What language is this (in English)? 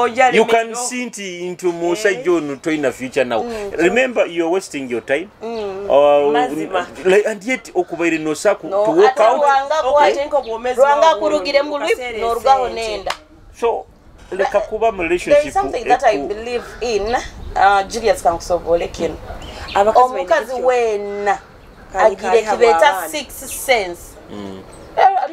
Nyoro